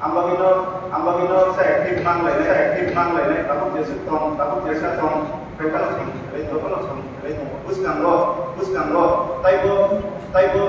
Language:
Kok Borok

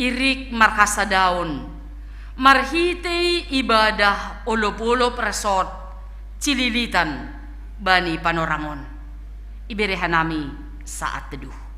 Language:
Batak Simalungun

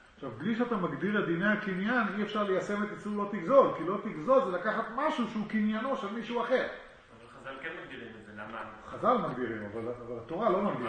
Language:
Hebrew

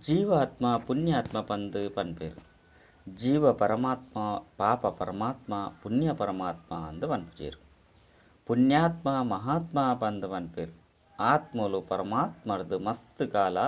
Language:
Tulu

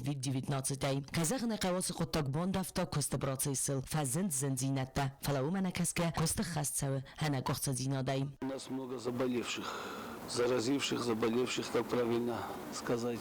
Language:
Ossetic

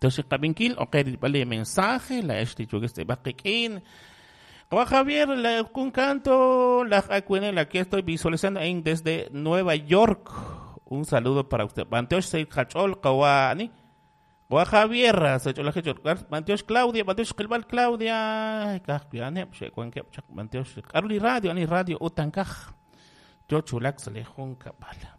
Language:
Kekchí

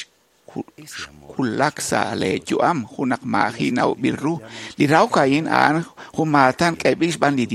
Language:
Kekchí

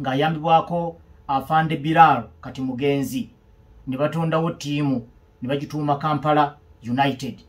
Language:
Ganda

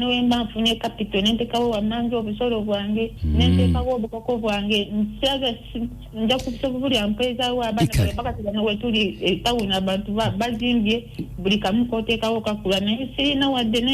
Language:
Ganda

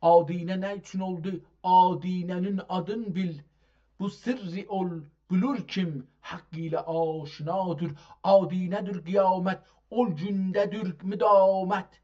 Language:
South Azerbaijani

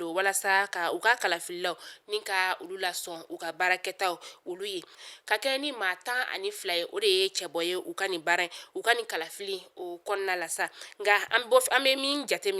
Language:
Bambara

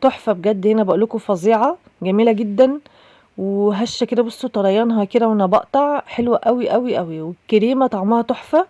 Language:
Egyptian Arabic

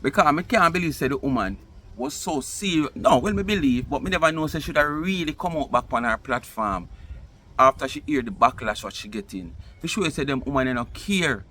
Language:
Jamaican Creole English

